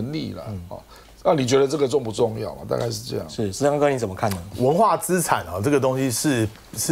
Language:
Chinese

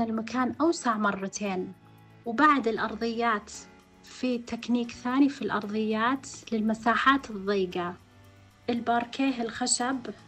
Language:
Najdi Arabic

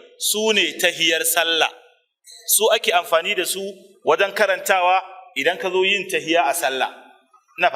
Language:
Hausa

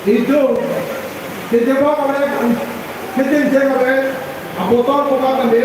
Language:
Karbi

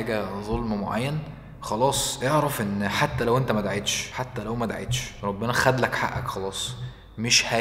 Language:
Egyptian Arabic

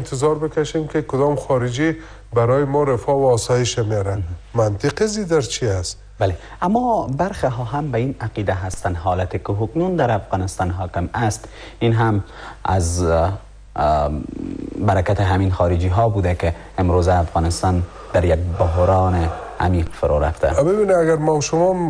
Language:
Persian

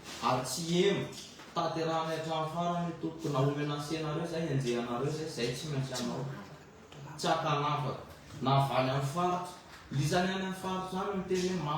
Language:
Malagasy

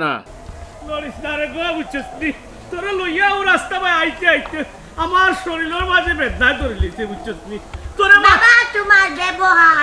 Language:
Sylheti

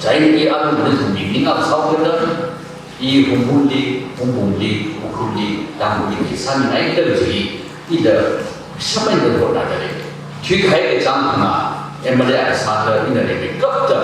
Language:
Tangkhul Naga (India)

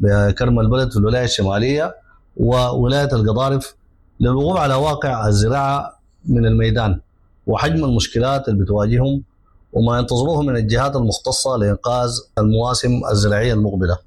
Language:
Sudanese Arabic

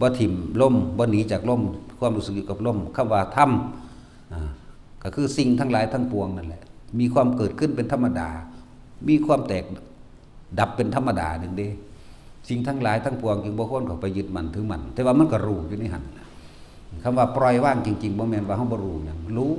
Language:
Northeastern Thai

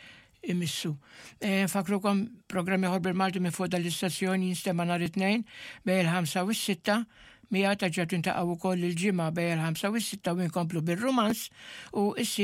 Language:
Maltese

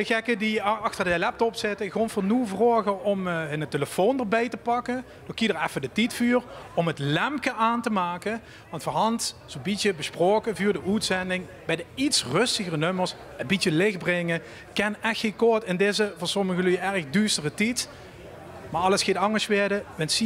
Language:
Limburgish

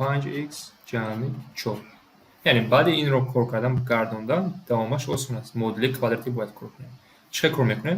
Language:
Tajik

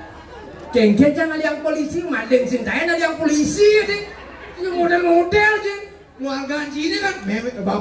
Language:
Balinese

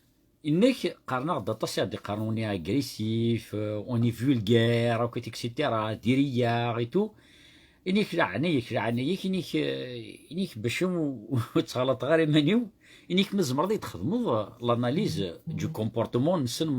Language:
Kabyle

